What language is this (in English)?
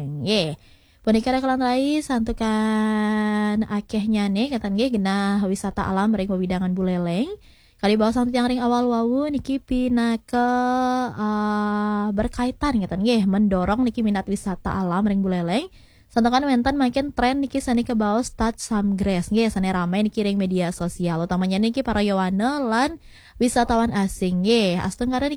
Balinese